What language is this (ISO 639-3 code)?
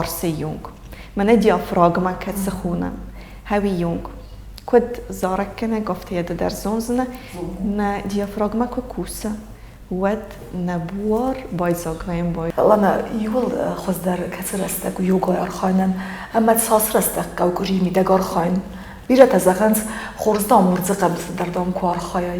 oss